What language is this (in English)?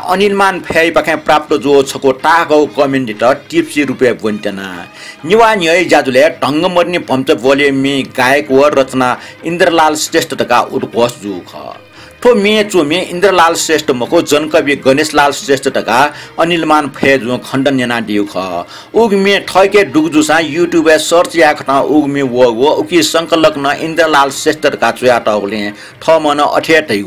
Newari